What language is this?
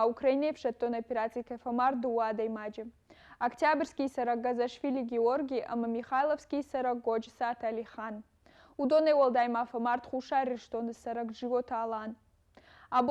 Ossetic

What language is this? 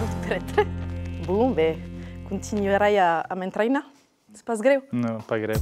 Occitan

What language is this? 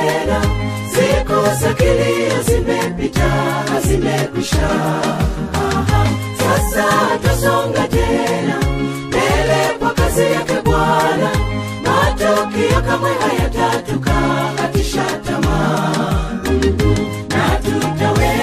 Swahili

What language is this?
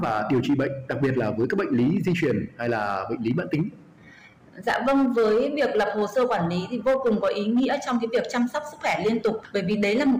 Vietnamese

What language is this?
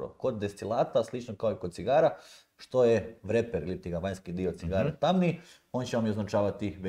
Croatian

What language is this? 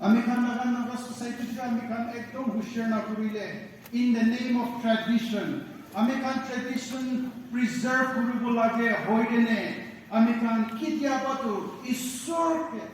Naga Pidgin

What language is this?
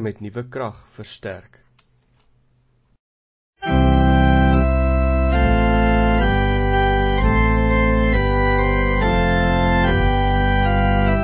Afrikaans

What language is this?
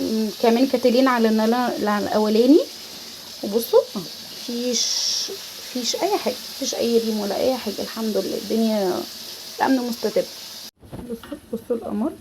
Egyptian Arabic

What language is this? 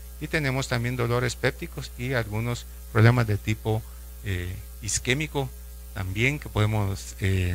Spanish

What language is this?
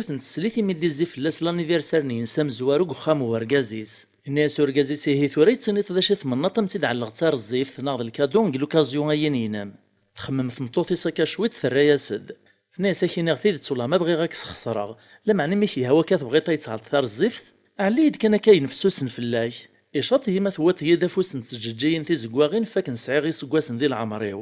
Kabyle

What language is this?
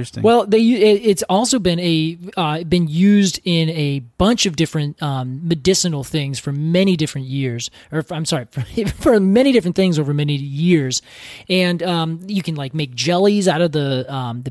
English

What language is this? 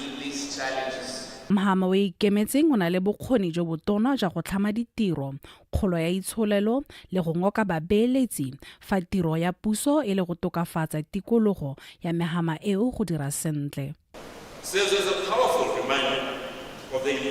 Tswana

